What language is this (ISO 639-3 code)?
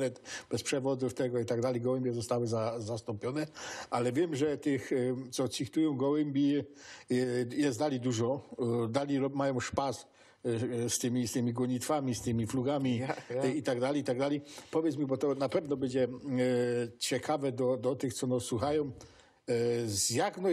szl